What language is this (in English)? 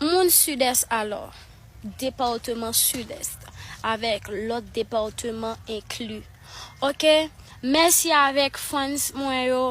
Haitian Creole